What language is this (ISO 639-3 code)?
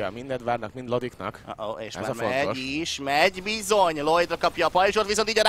hun